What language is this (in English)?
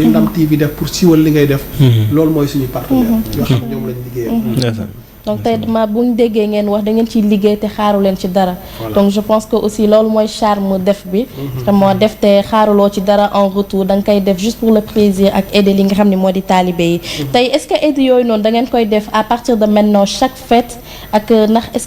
Wolof